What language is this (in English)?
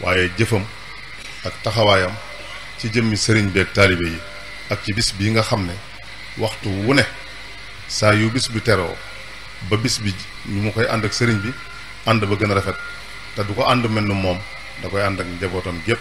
Wolof